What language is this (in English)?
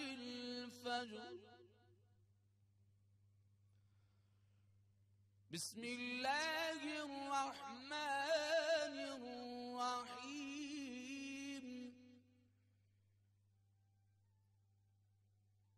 Persian